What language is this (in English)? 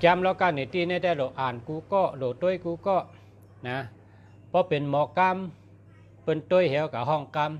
Shan